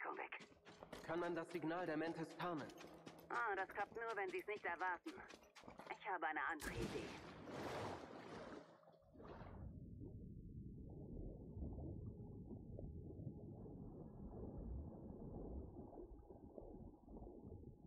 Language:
German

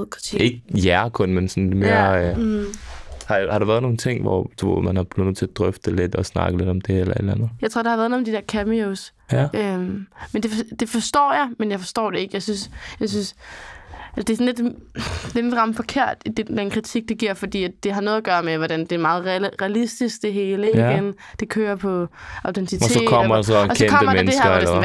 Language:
Danish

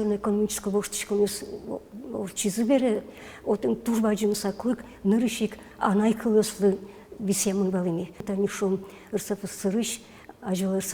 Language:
Udmurt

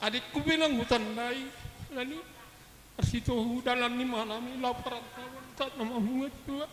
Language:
Batak Simalungun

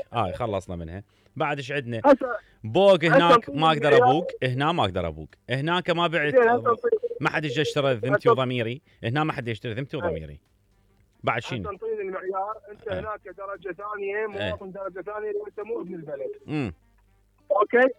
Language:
Mesopotamian Arabic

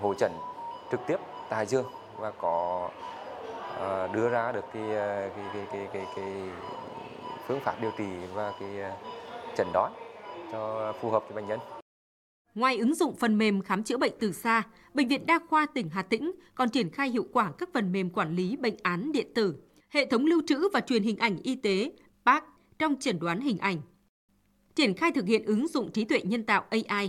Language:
Vietnamese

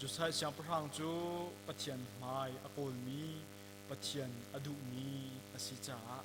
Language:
Hakha Chin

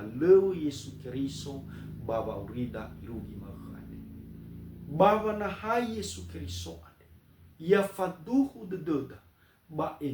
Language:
Nias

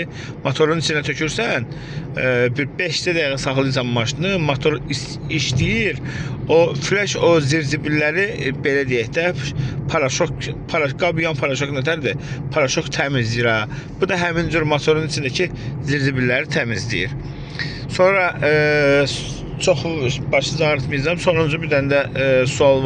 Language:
Azerbaijani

